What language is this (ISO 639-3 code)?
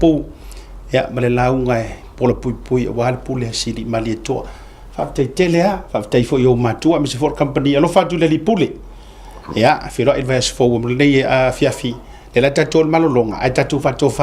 smo